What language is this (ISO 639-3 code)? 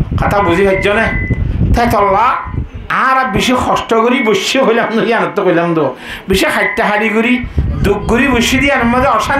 rhg